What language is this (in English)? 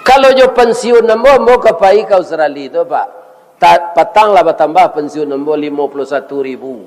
Minangkabau